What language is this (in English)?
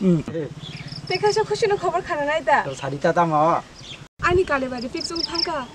Kok Borok